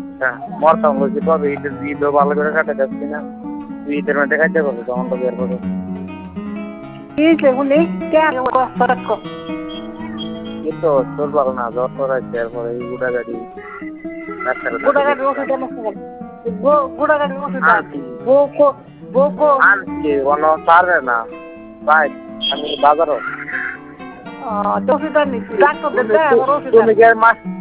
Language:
Bangla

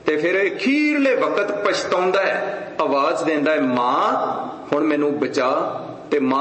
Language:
Punjabi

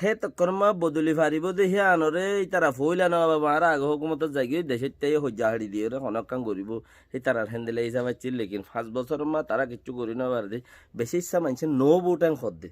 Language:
Rohingya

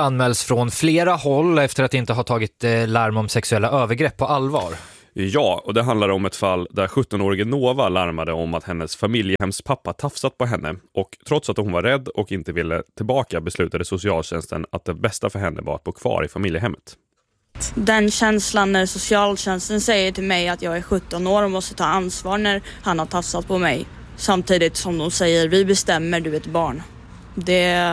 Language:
Swedish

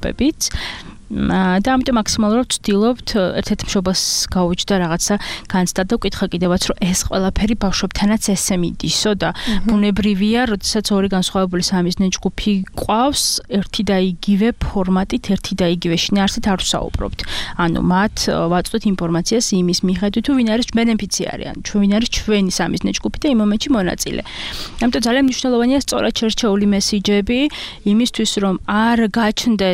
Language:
Georgian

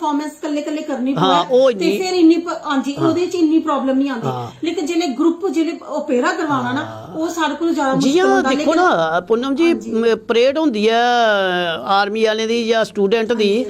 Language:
Dogri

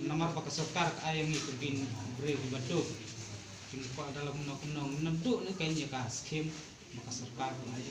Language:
Khasi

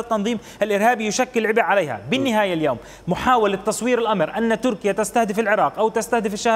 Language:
Mesopotamian Arabic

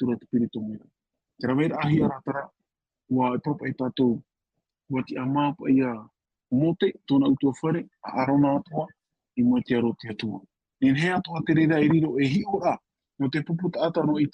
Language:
Tahitian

